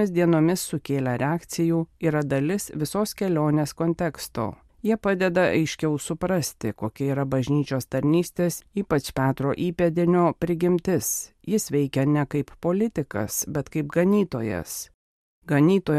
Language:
Lithuanian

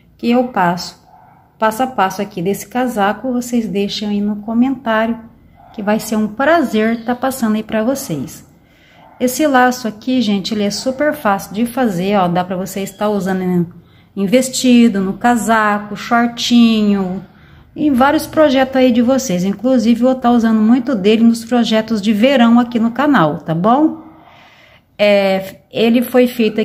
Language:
Portuguese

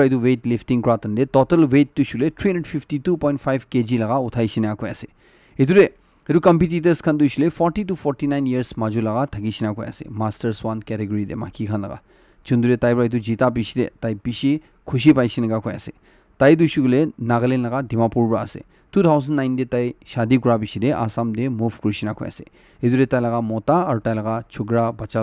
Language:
Naga Pidgin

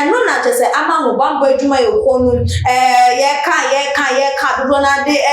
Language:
Akan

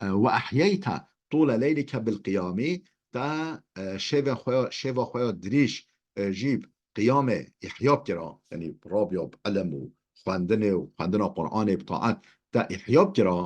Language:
Kurdish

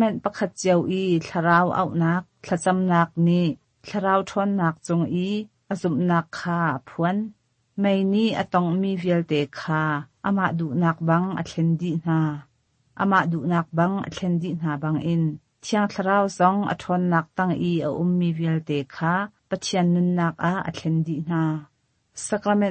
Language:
Hakha Chin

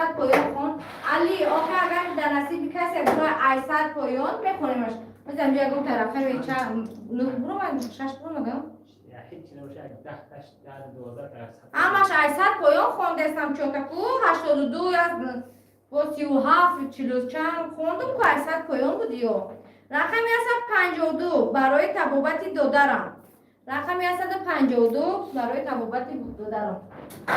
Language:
Tajik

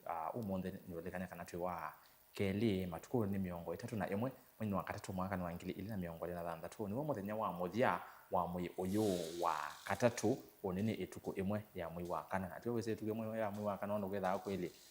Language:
Kamba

